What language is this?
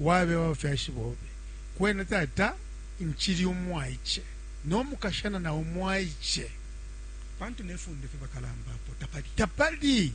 Bemba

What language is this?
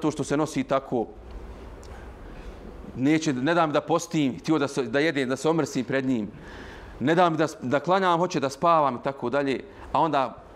Bosnian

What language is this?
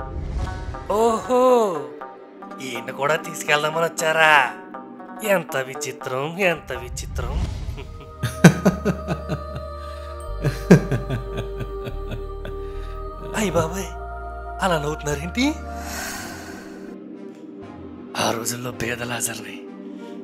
Telugu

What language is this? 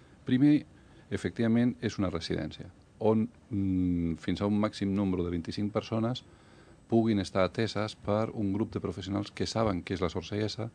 Catalan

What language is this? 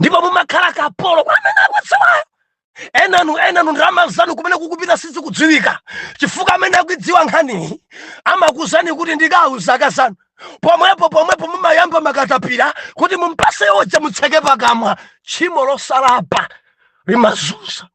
Nyanja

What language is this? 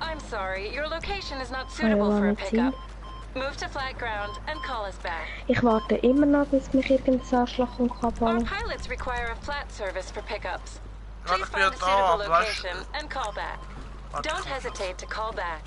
Swiss German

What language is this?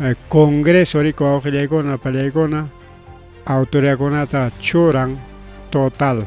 Ayacucho Quechua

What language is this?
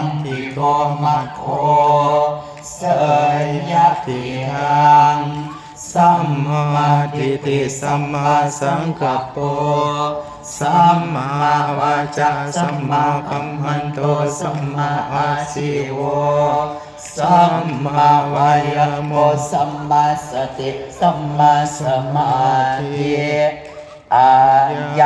Pali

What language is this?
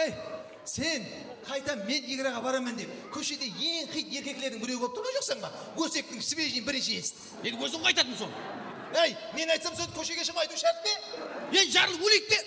Kara-Kalpak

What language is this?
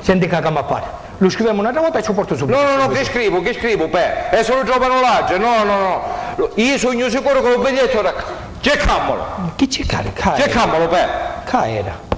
Sicilian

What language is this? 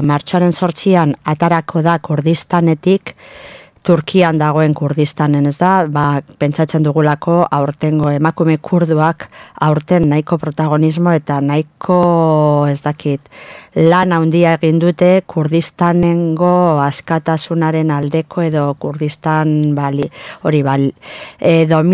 Basque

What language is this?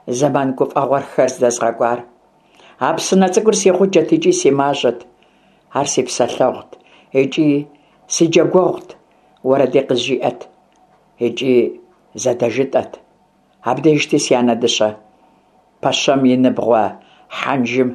Kabardian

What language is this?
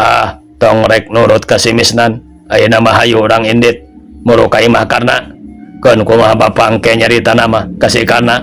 Sundanese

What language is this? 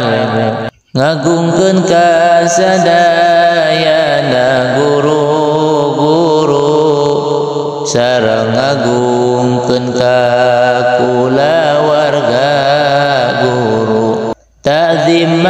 Sundanese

